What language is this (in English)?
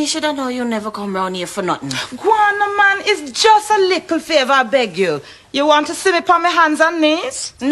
Jamaican Creole English